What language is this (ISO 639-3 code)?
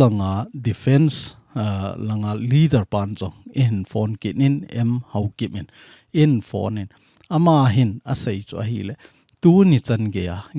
tcz